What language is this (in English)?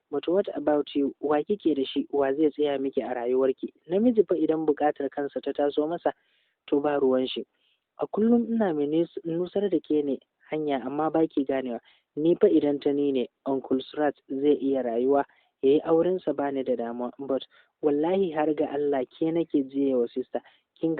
Hausa